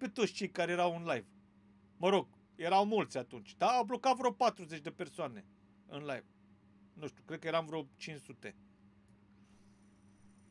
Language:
Romanian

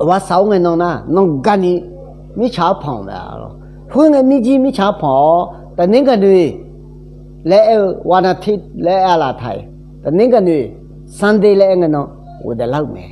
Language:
Akha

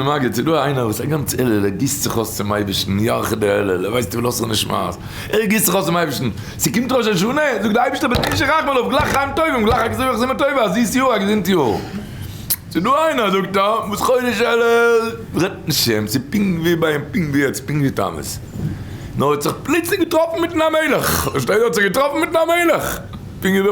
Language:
Yiddish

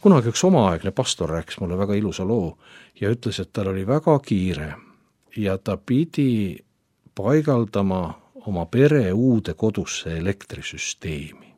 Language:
Estonian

